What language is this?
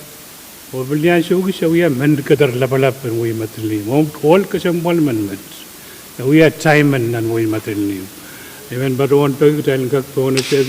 Pohnpeian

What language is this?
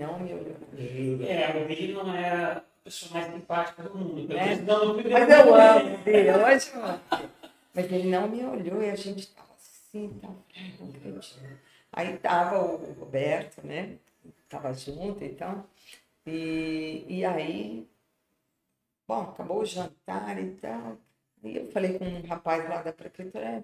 Portuguese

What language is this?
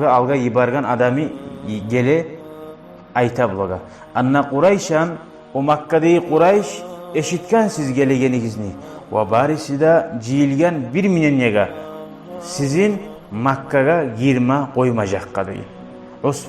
Kumyk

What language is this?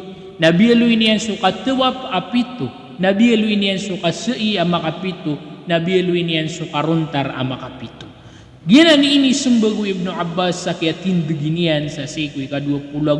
Maranao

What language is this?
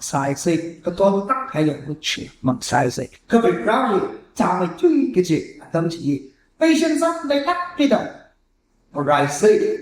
Tangkhul Naga (India)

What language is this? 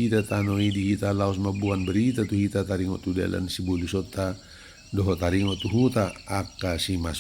Batak Toba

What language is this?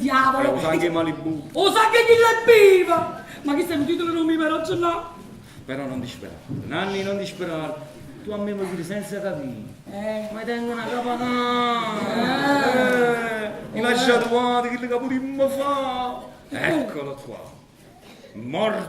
Neapolitan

